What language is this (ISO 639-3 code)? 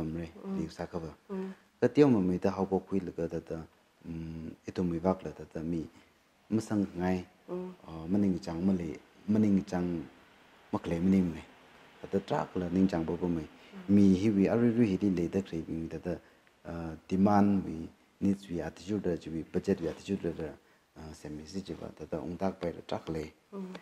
nmf